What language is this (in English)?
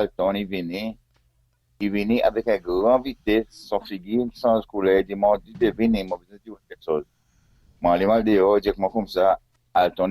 Seselwa Creole French